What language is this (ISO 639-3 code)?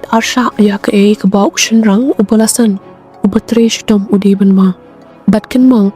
kha